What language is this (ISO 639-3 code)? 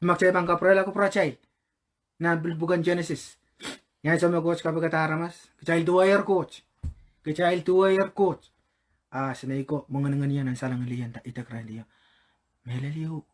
pon